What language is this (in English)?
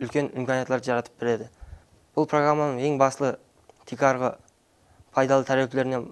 Kara-Kalpak